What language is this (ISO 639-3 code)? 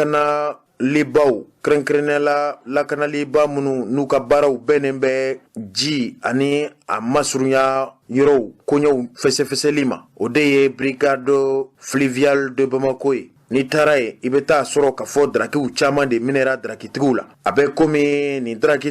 bam